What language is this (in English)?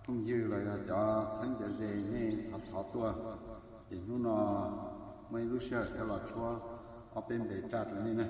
Hmong